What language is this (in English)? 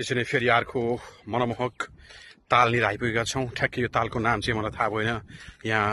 Nepali